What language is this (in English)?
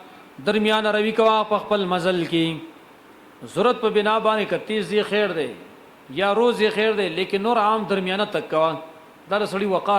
Pashto